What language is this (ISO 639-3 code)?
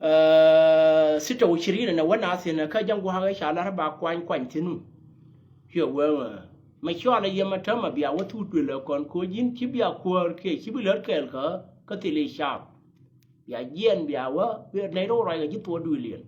nus